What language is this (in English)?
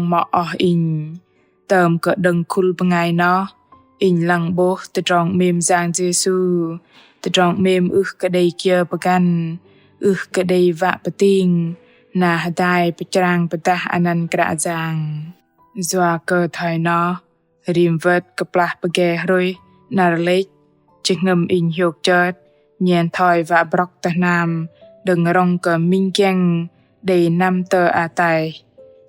Bahnar